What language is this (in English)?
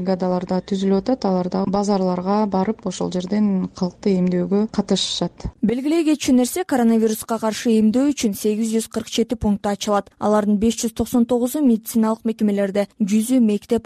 Kyrgyz